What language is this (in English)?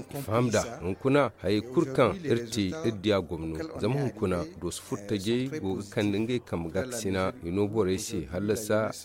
Zarma